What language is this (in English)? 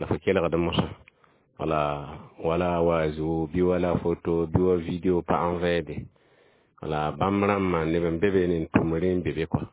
Mossi